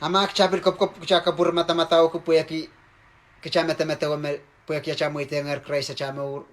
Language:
Pohnpeian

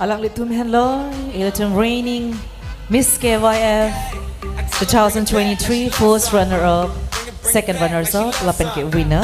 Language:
Karbi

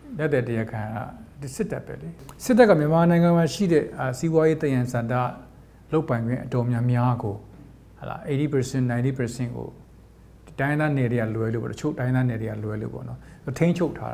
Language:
Burmese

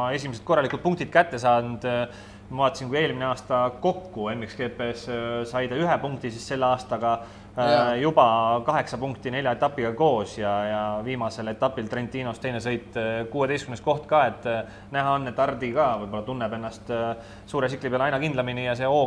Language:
Estonian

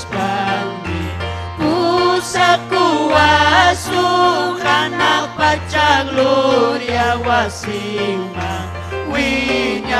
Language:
Ayacucho Quechua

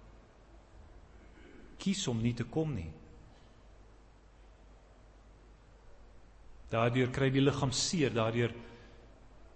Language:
Afrikaans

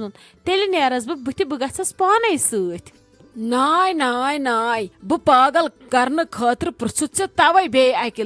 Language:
Kashmiri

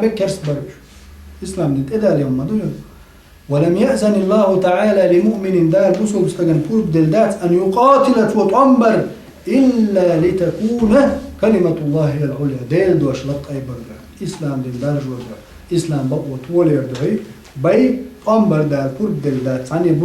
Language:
Chechen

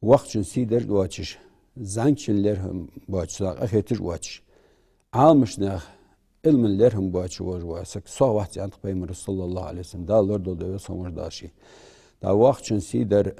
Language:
Ingush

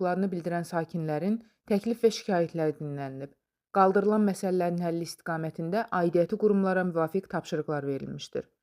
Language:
Azerbaijani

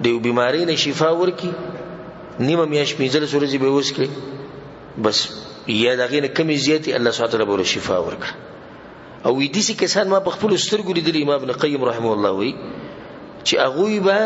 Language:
Pashto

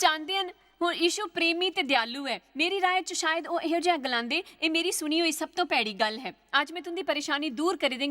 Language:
Dogri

